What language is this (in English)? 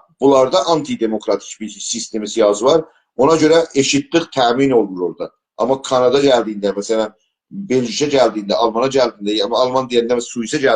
South Azerbaijani